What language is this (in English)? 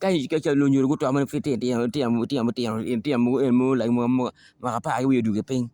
Acoli